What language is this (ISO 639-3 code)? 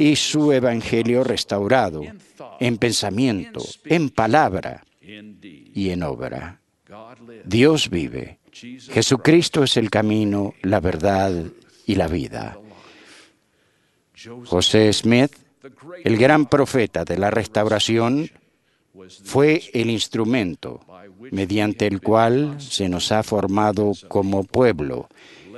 spa